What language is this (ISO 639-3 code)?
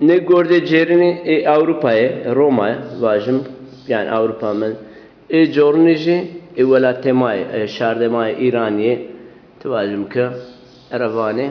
zza